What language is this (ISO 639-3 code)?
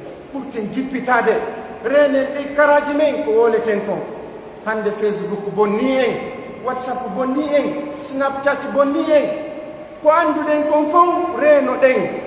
fuf